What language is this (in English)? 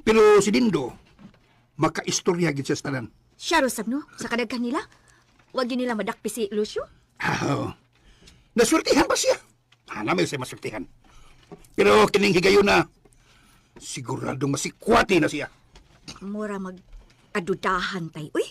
Cebuano